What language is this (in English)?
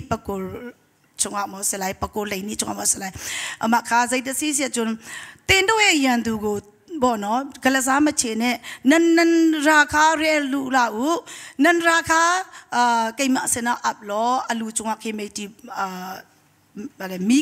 Hakha Chin